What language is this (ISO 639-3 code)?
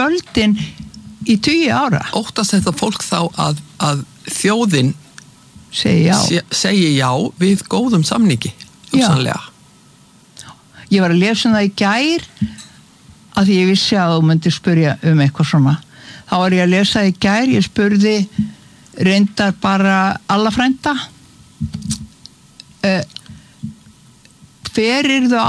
isl